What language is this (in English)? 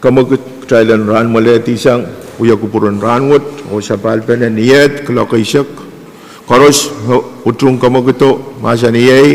Pohnpeian